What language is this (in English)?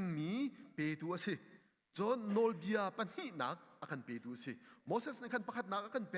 Hakha Chin